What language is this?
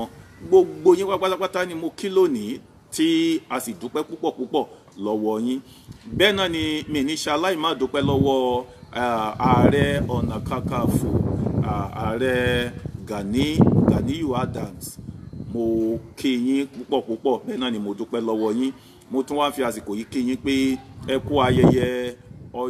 Yoruba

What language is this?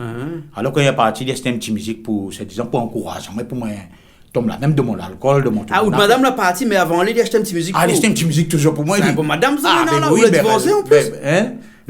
Réunion Creole French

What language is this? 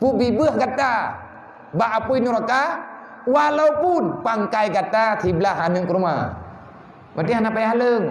Achinese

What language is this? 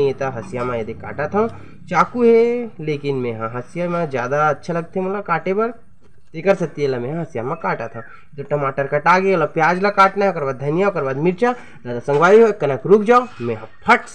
Chhattisgarhi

